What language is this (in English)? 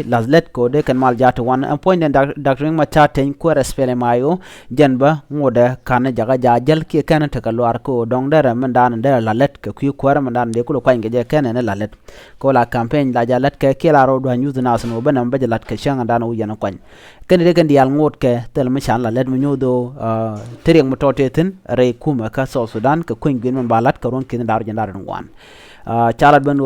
Nuer